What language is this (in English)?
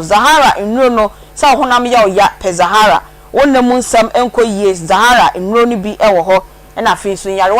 Akan